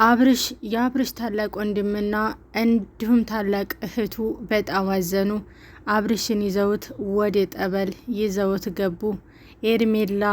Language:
Amharic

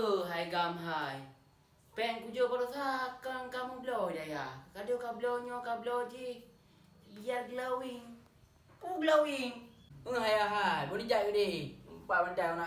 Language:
Achinese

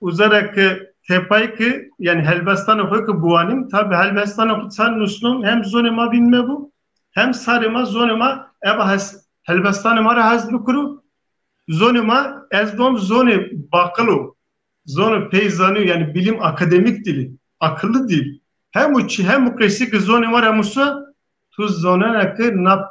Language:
Zaza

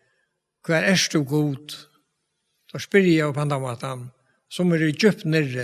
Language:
Faroese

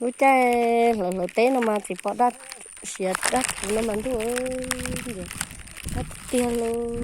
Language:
Hmong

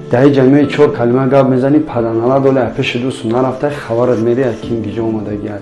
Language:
Tajik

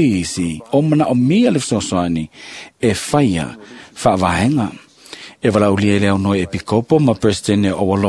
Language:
Samoan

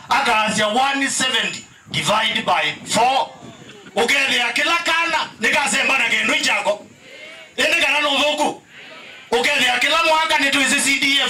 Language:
Kamba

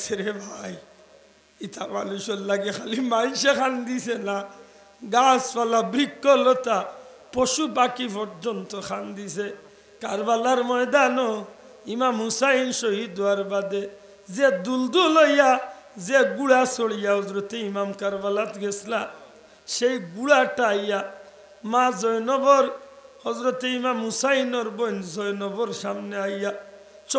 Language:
Sylheti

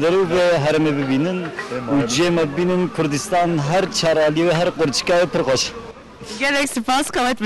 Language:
Kurdish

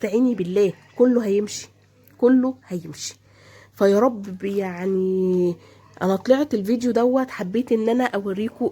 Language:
Egyptian Arabic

